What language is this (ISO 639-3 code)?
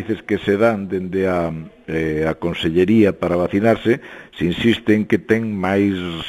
glg